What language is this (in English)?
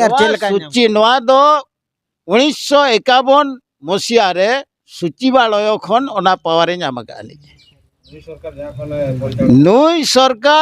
Santali